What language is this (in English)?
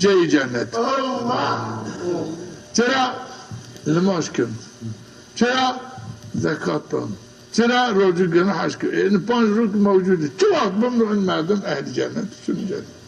Zaza